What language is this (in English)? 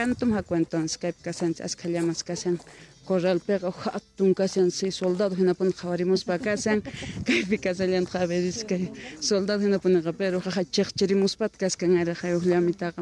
South Bolivian Quechua